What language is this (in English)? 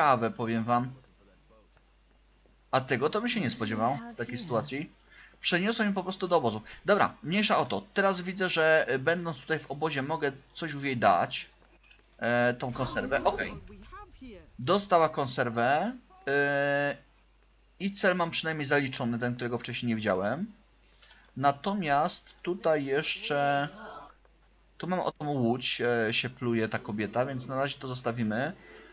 Polish